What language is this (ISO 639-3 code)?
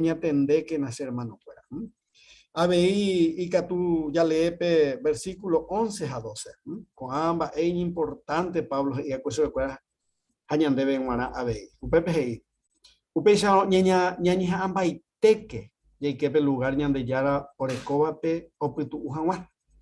grn